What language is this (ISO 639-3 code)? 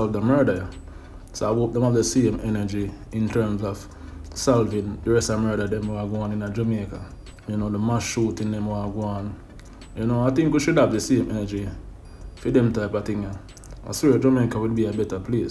jam